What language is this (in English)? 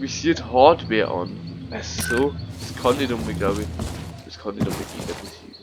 Bavarian